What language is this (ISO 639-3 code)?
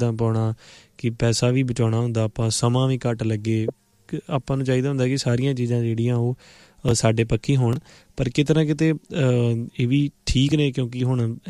pan